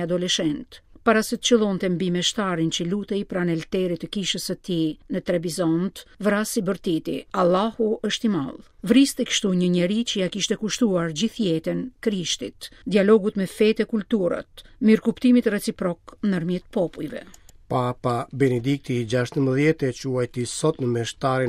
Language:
Albanian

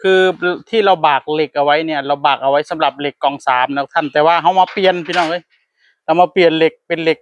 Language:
Northeastern Thai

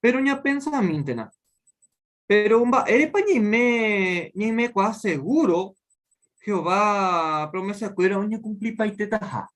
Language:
Guarani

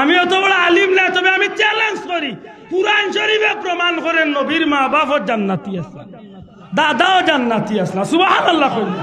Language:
Sylheti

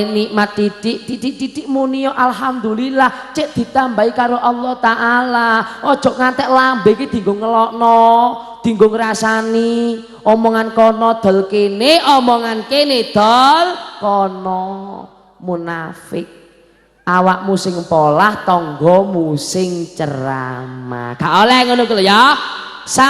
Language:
Javanese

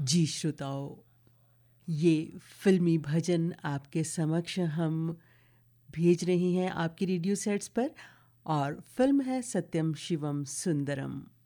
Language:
Hindi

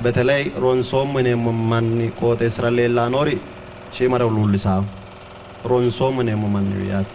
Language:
Sidamo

